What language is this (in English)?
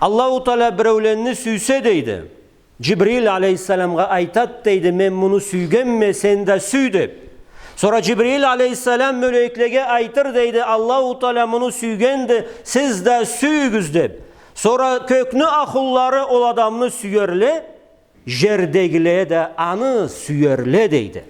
Karachay-Balkar